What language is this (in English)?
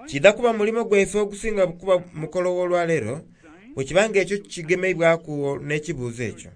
Soga